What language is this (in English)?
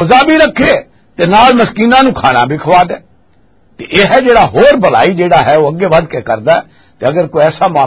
Western Panjabi